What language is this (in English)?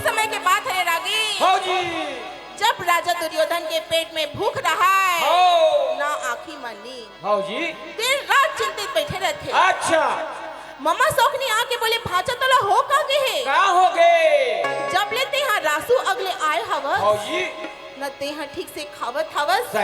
Chhattisgarhi